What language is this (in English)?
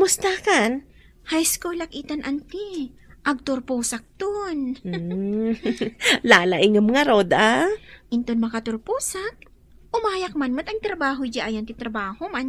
Iloko